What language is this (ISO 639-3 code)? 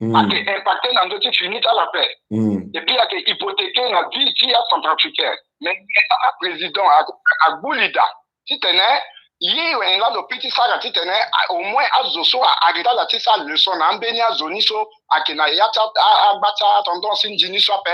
sag